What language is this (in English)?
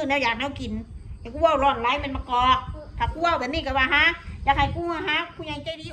Northeastern Thai